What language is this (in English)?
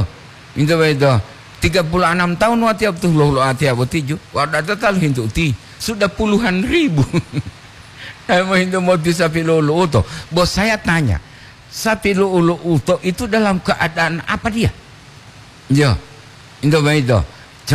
Gorontalo